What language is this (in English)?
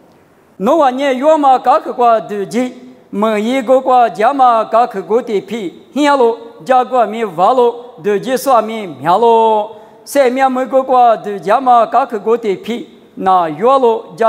Lisu